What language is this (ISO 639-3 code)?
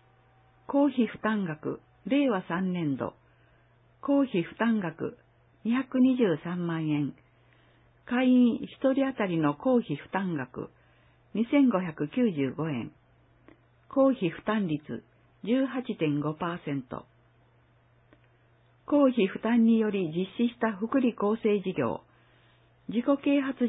jpn